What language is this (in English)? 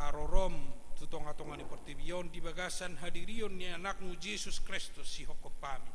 Batak Toba